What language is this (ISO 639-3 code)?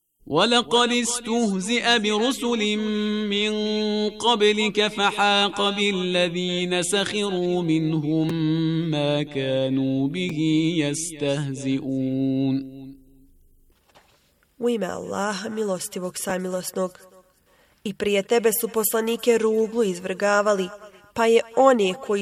bos